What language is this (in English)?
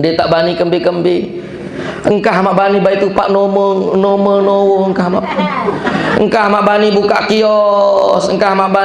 Sasak